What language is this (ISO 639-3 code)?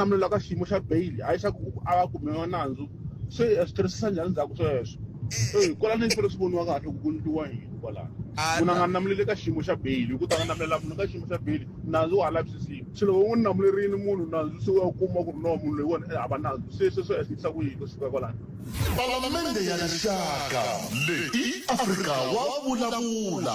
tso